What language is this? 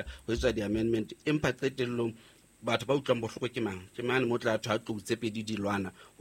Southern Sotho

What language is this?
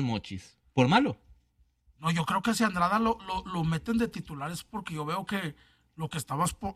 Spanish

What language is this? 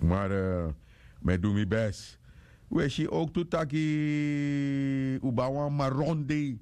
Sranan Tongo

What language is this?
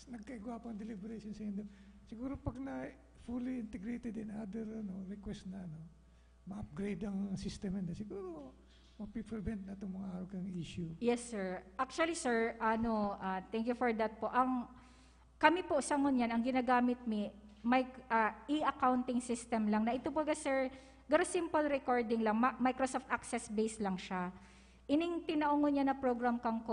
Bikol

